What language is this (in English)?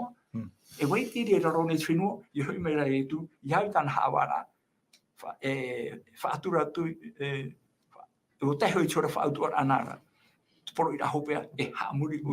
Tahitian